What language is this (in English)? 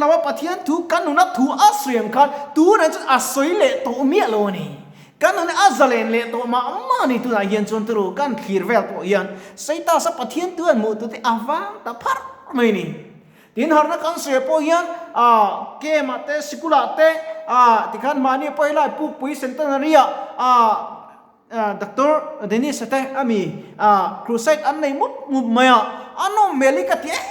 Mizo